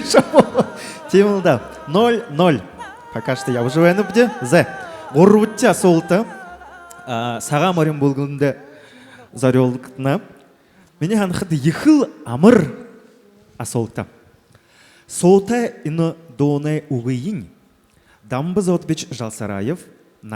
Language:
Buriat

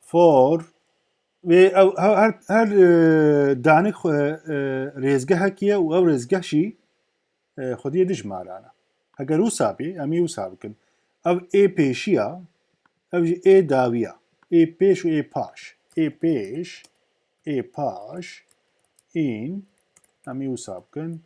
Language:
Kurdish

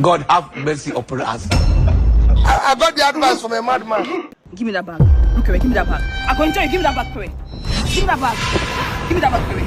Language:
Nigerian Pidgin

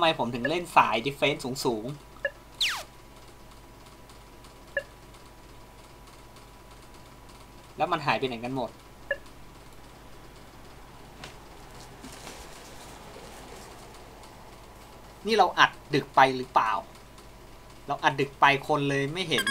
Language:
Thai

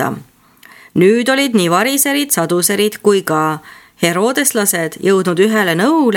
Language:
Estonian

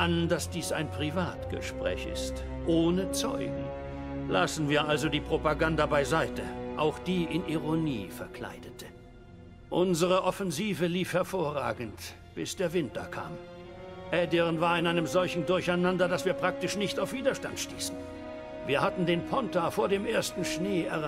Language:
Swiss German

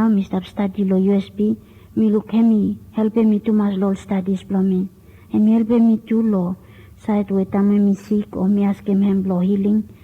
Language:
Bislama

